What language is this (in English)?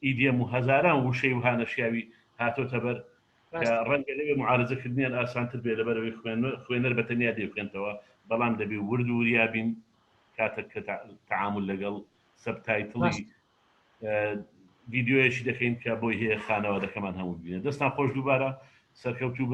Central Kurdish